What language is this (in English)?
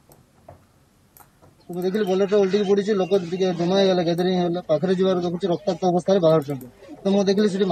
Odia